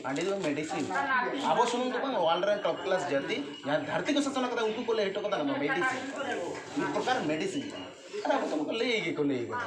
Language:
Santali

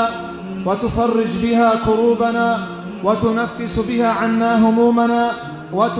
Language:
Kurdish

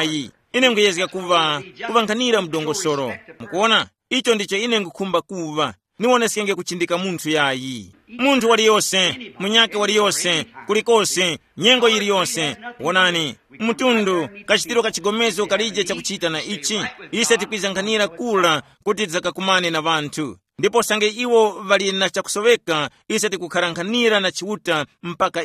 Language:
Tumbuka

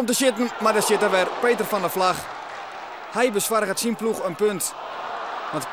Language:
Western Frisian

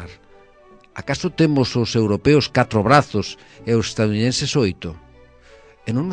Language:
Galician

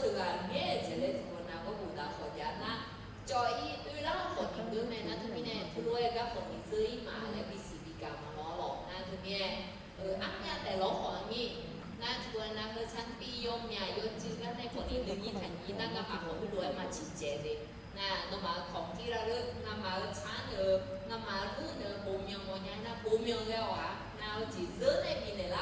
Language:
Akha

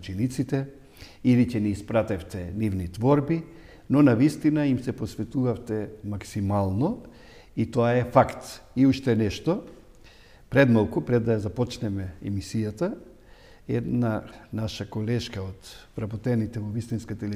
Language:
Macedonian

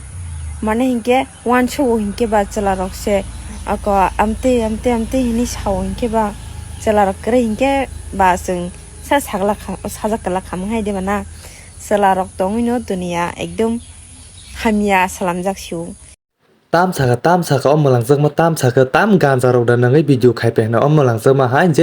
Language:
Kok Borok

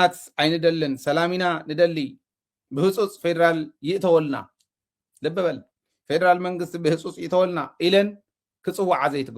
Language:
Tigrinya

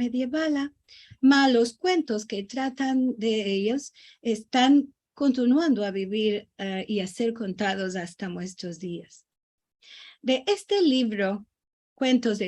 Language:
Ladino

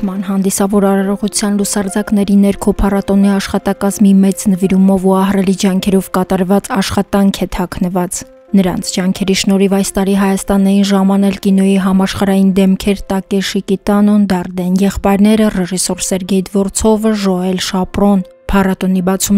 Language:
Armenian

